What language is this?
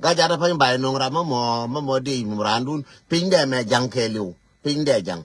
Nuer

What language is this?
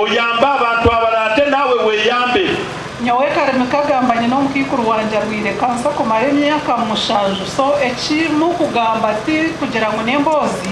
Nyankole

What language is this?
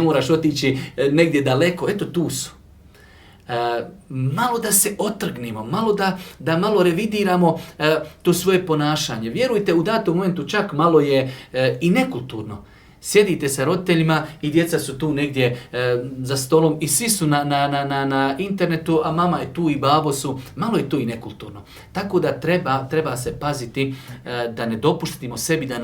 Bosnian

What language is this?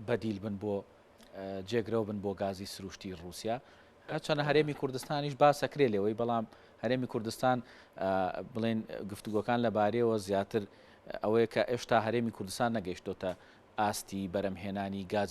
Central Kurdish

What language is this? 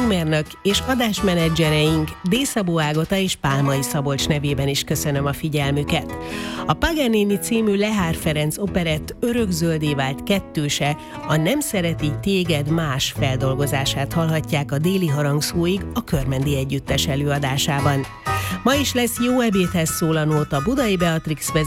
Hungarian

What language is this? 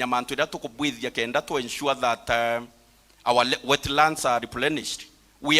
Meru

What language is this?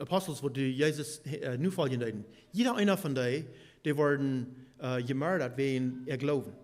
Plautdietsch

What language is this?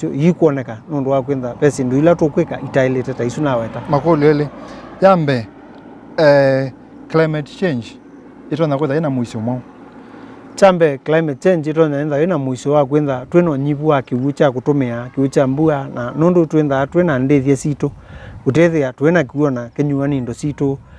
Kamba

